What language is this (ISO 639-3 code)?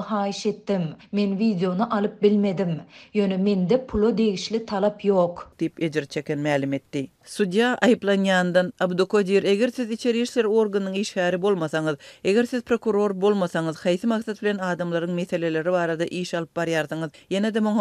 tuk